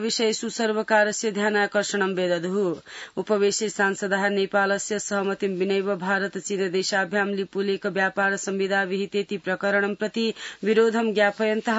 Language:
Sanskrit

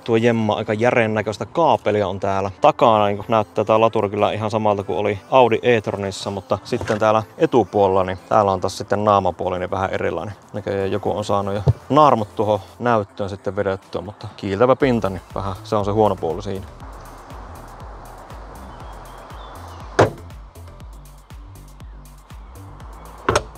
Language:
Finnish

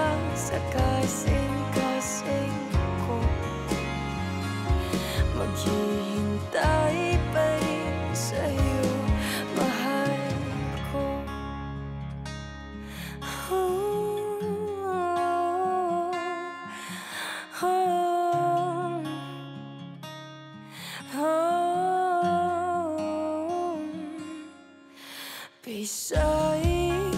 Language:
Filipino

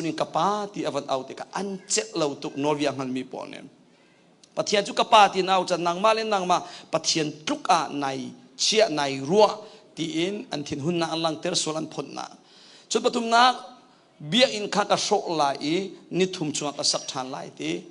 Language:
Hakha Chin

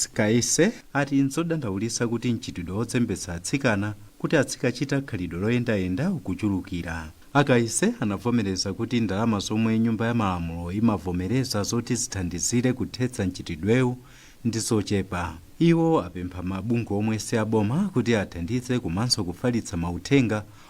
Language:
Nyanja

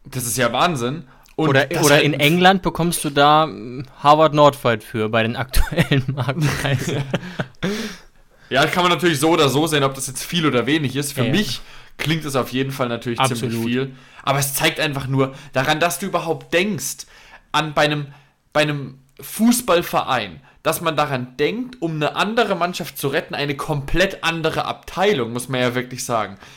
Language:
German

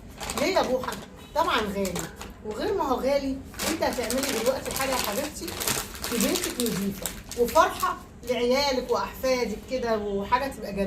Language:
Egyptian Arabic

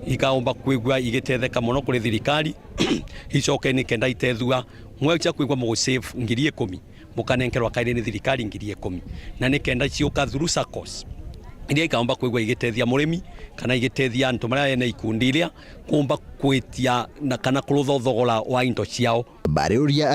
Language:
Meru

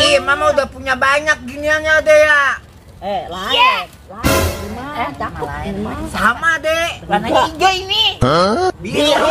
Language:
Betawi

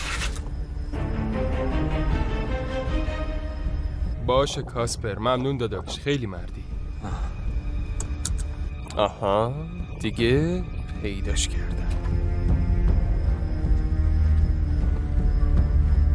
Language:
Persian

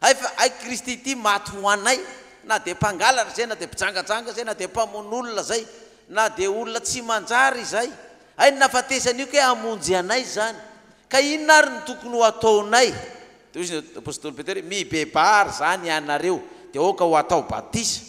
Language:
Malagasy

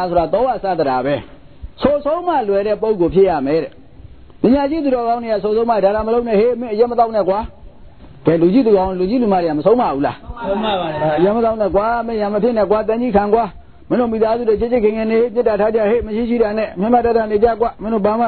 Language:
Burmese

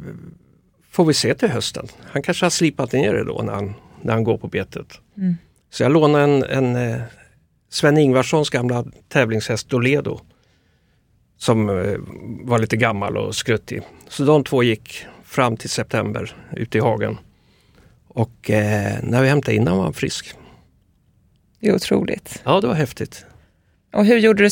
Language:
Swedish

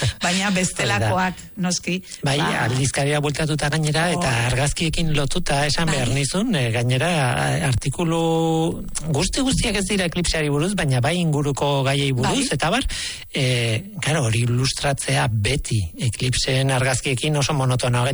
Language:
Basque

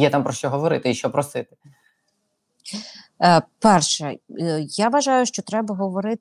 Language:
Ukrainian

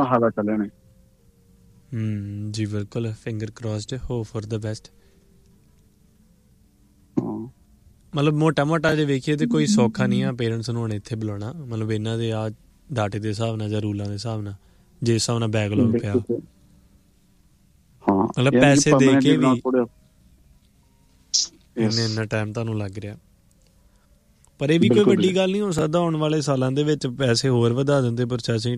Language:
Punjabi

